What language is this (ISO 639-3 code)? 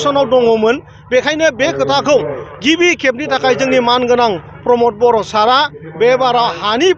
brx